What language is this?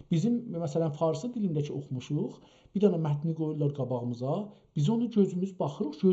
South Azerbaijani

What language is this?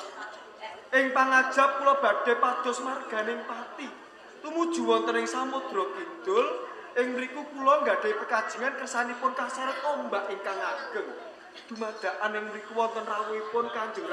Javanese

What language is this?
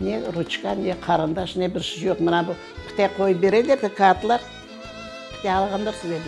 Crimean Tatar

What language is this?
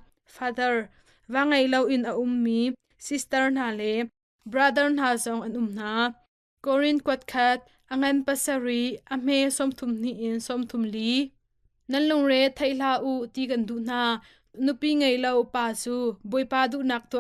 Hakha Chin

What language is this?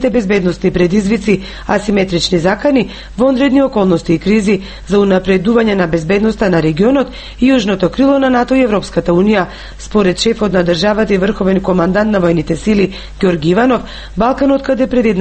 Macedonian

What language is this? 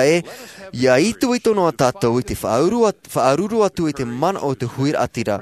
Tahitian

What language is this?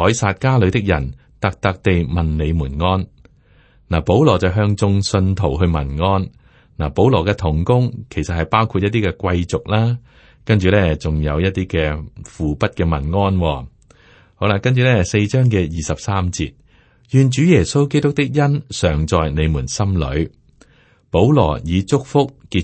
Cantonese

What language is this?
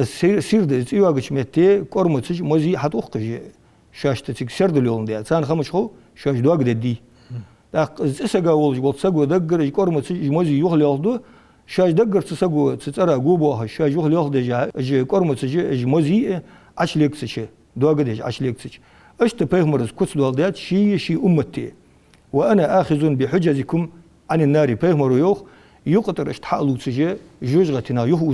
Ingush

